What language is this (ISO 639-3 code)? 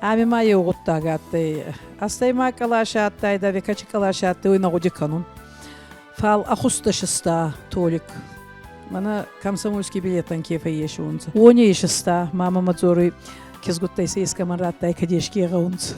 oss